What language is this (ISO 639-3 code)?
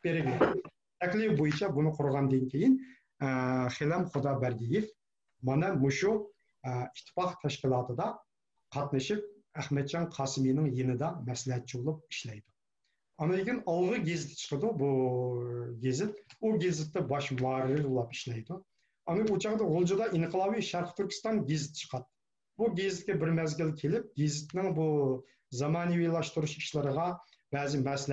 uig